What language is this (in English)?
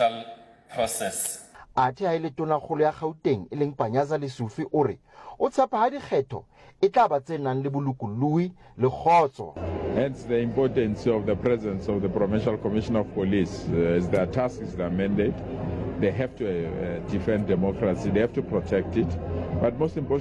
Southern Sotho